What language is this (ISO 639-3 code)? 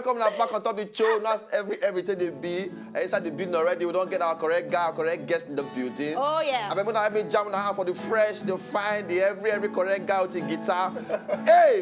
pcm